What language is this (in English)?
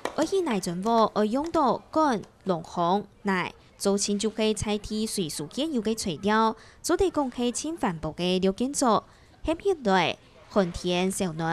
Hakka Chinese